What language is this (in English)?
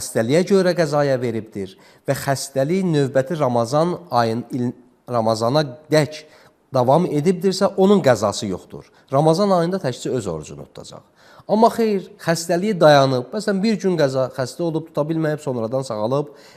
Azerbaijani